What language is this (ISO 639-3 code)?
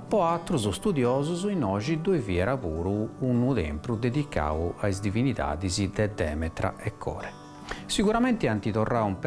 srd